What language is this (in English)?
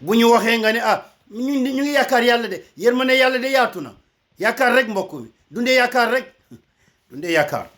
Wolof